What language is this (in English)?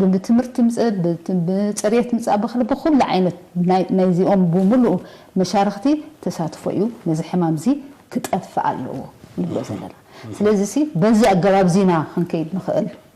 Tigrinya